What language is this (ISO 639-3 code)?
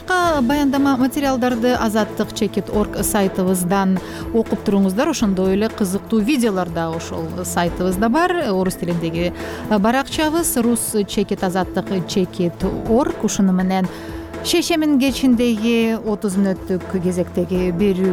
kir